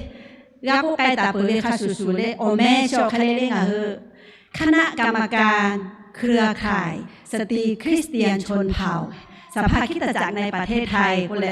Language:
Lahu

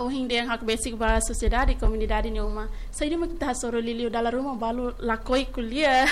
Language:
Tetum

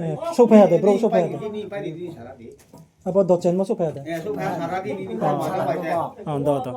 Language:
Riang (India)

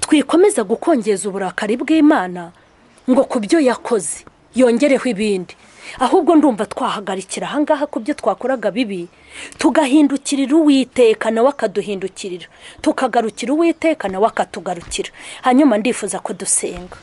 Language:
Kinyarwanda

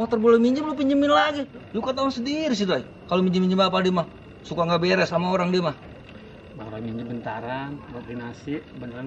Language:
Betawi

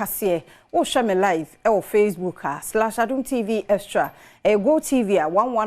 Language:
Akan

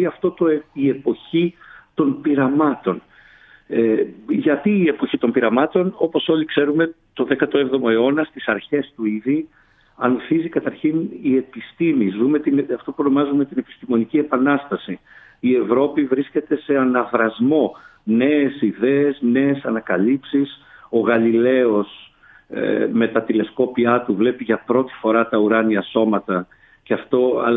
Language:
Greek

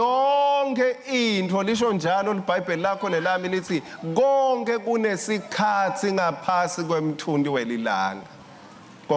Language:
Swati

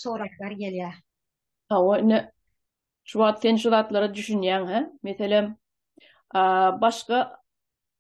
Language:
Turkmen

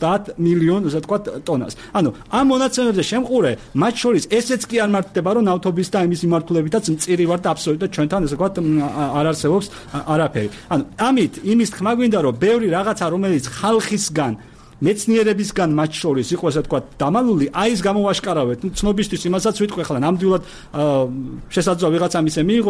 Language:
Georgian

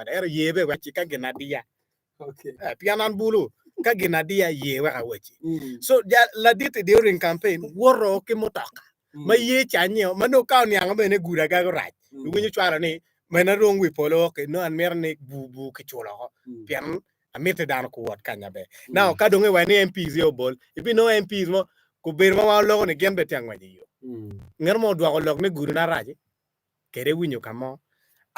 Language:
Acoli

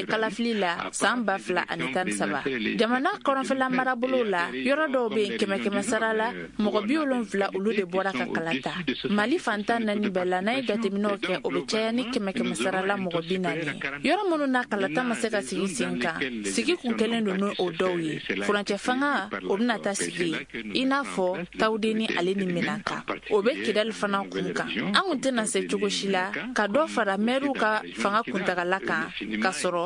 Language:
Bambara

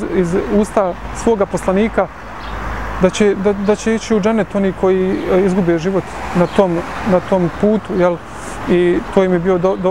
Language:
Bosnian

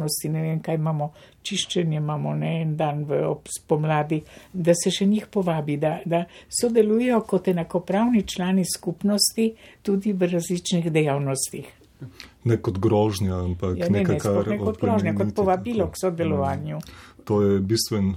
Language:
Slovenian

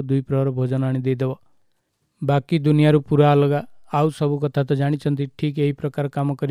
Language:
Odia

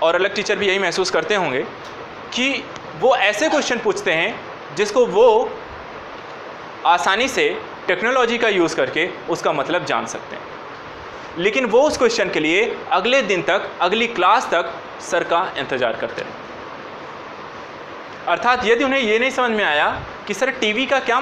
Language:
Hindi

